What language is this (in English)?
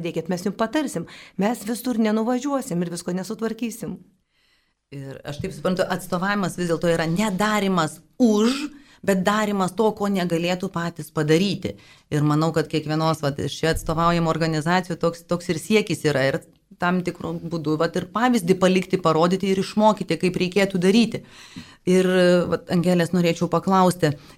Lithuanian